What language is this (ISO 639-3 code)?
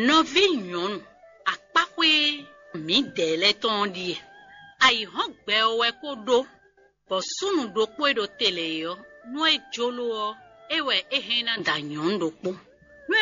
fon